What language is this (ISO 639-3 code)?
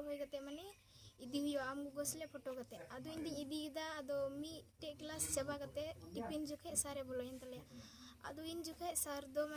sat